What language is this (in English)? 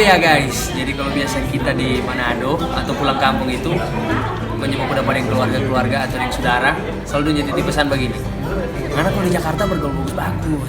Manado Malay